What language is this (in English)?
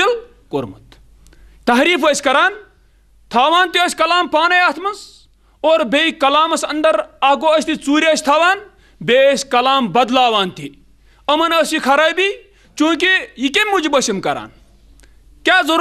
Kashmiri